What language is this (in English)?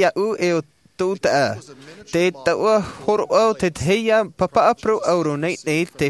Tahitian